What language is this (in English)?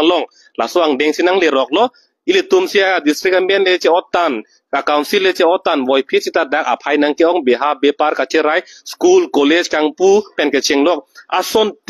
Karbi